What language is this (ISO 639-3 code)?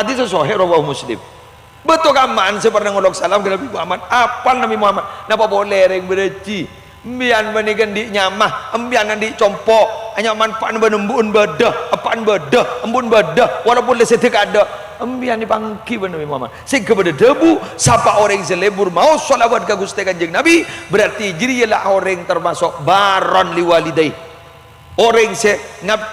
mad